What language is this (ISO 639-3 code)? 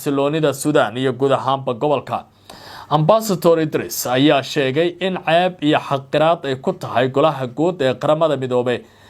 som